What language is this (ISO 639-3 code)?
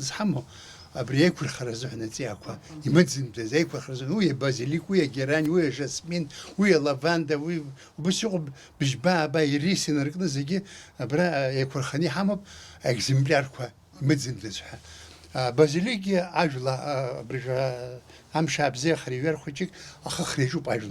abk